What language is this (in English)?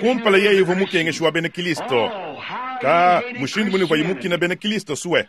Luba-Lulua